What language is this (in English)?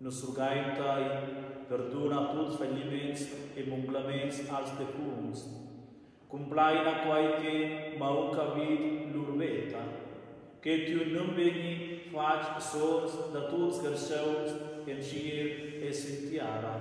Romansh